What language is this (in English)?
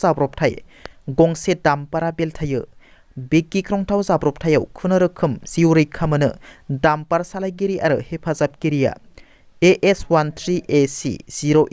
Bodo